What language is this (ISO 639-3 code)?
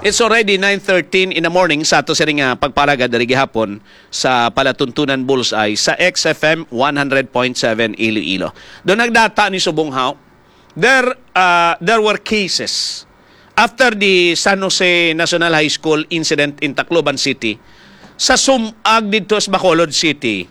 hil